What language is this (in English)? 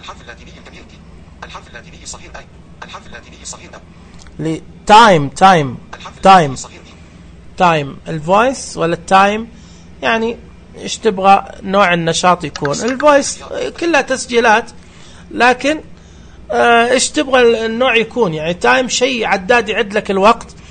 Najdi Arabic